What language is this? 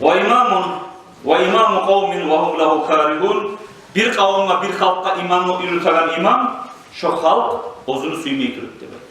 Kumyk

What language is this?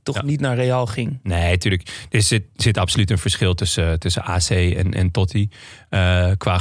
Dutch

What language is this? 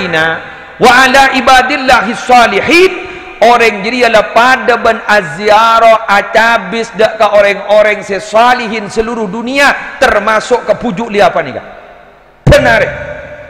Madurese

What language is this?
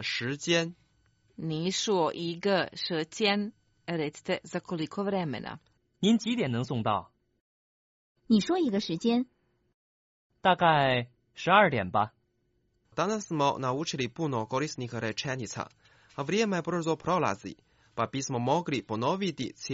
Croatian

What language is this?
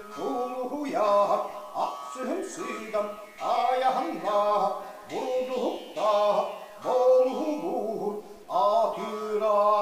Yakut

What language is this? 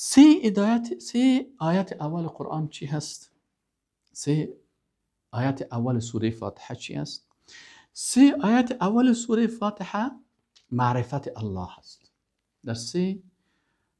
Persian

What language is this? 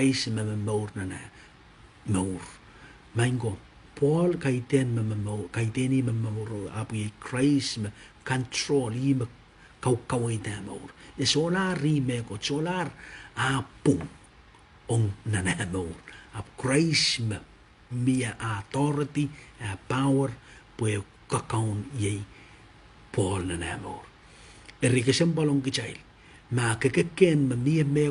Pohnpeian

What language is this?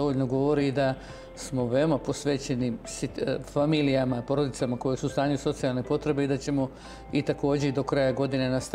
Bosnian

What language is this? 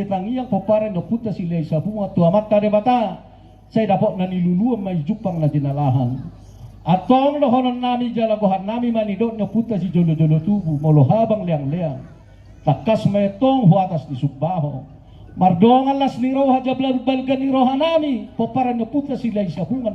Batak Toba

